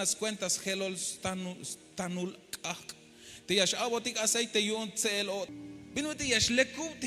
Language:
Tzeltal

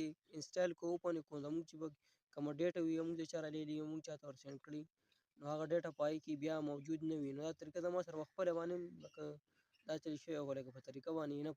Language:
Pashto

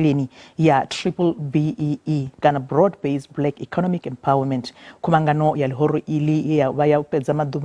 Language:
Venda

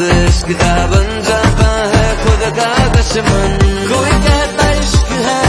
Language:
Hindi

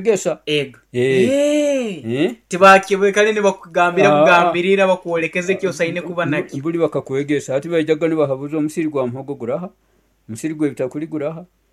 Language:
Nyoro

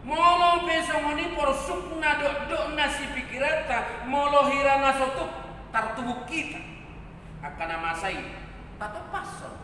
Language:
Batak Toba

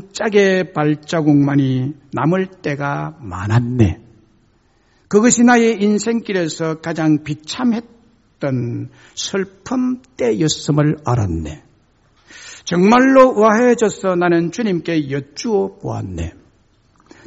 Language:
Korean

